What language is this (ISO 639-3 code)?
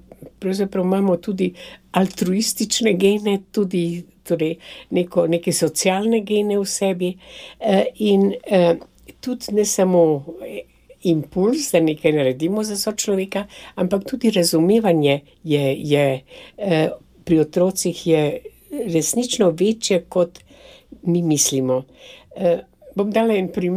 slv